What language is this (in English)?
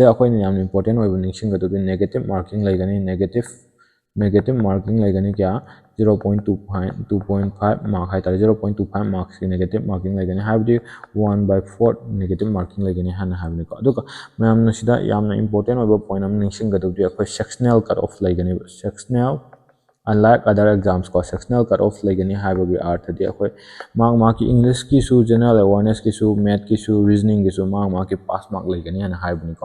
Manipuri